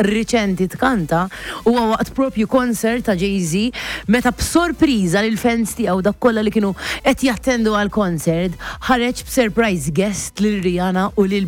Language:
Maltese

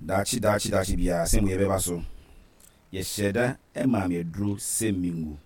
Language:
Akan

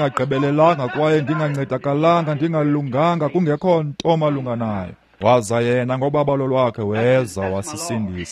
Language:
Xhosa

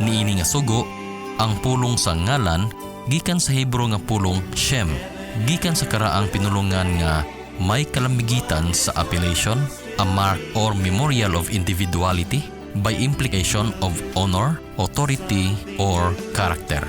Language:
Cebuano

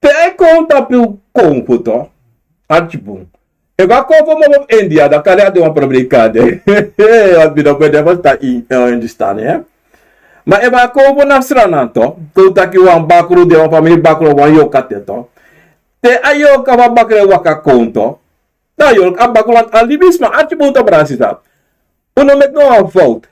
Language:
Sranan Tongo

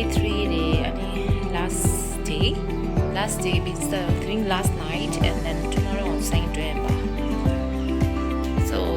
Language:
Tibetan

